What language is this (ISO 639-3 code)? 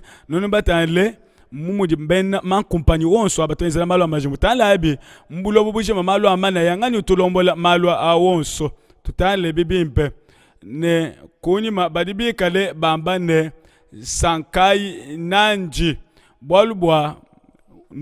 lua